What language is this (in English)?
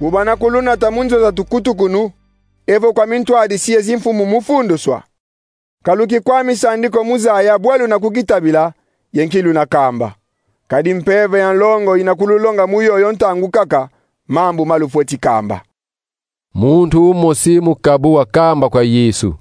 Kongo